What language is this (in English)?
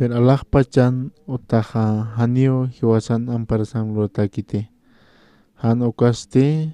Aymara